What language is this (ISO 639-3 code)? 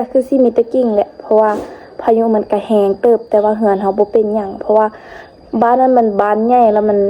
lao